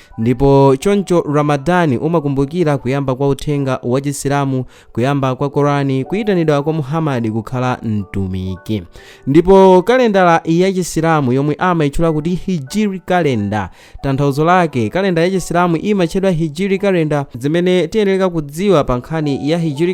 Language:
Nyanja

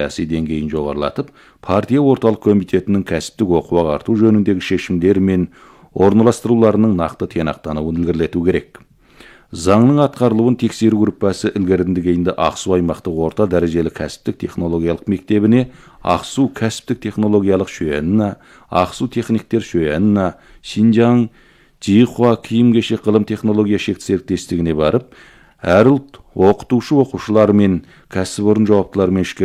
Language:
Kazakh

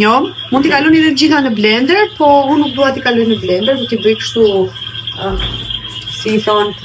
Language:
Albanian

